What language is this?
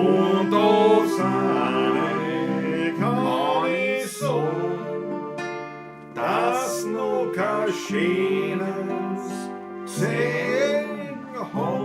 Bavarian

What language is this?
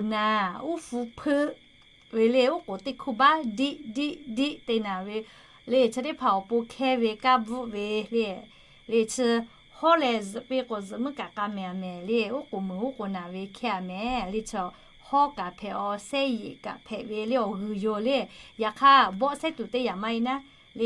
Lahu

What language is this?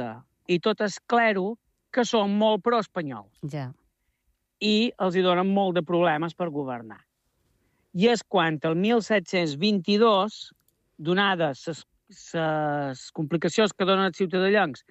Catalan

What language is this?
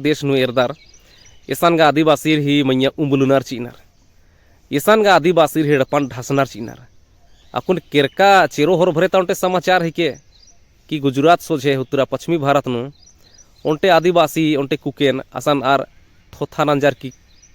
Kurukh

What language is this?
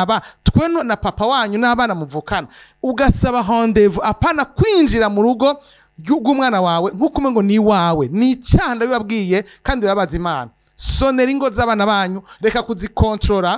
Rundi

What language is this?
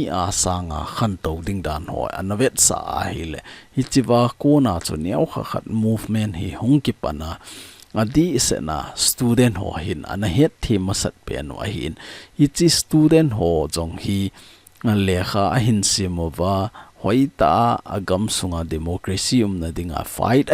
Thado Chin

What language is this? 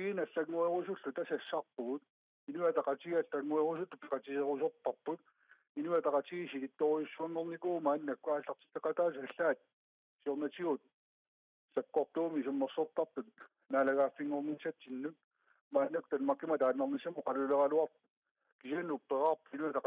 Kalaallisut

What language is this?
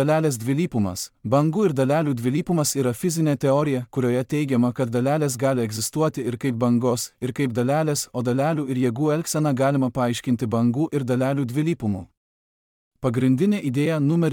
Lithuanian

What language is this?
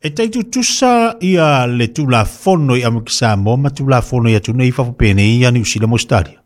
Samoan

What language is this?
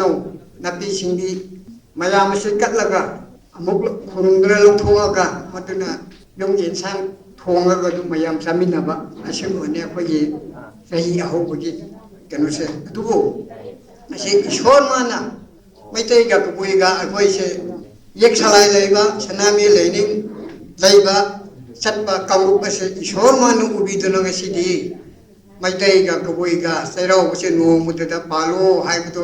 Manipuri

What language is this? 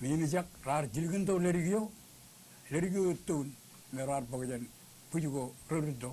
Marshallese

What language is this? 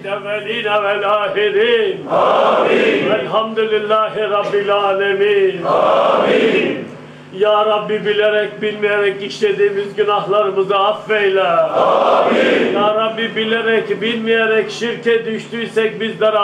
Turkish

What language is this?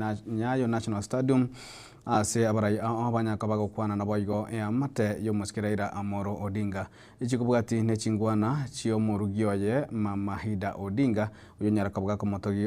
Gusii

